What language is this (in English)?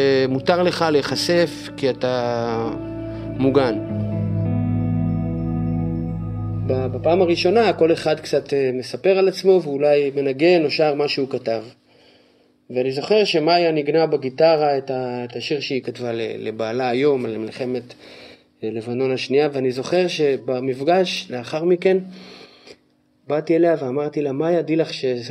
Hebrew